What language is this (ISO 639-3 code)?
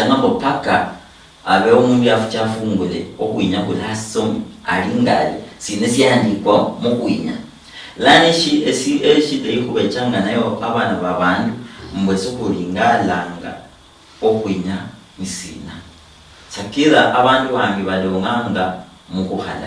luy